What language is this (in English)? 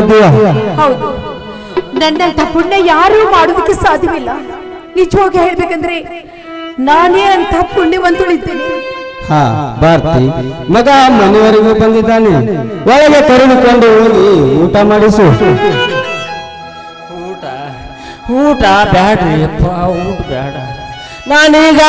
Kannada